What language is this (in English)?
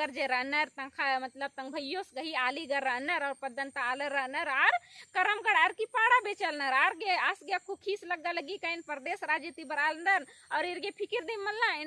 Kurukh